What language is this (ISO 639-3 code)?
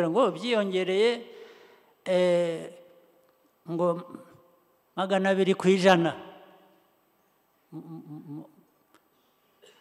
kin